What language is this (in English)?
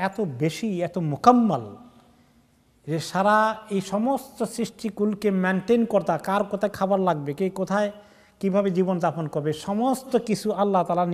Bangla